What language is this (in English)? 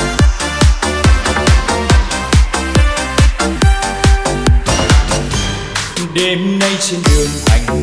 Vietnamese